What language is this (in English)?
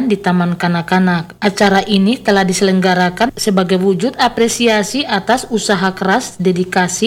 Indonesian